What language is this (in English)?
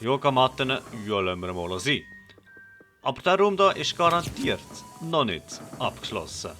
Swiss German